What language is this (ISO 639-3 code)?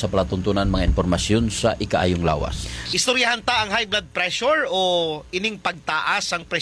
hil